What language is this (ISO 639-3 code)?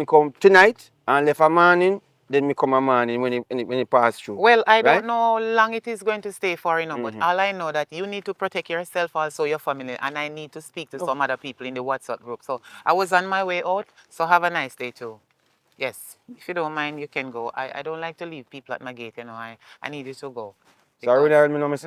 jam